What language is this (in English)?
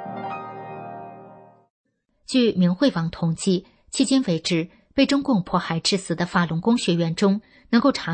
Chinese